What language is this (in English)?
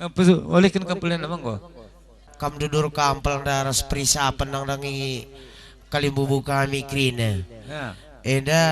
Batak Karo